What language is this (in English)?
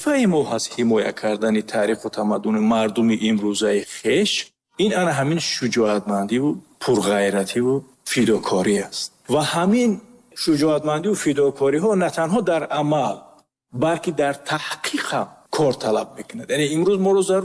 Tajik